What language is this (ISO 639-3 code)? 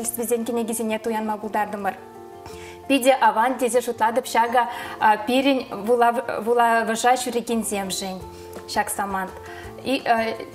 chv